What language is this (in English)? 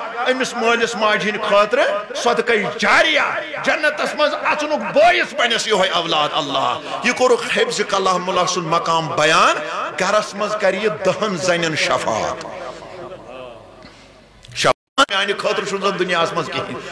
Kashmiri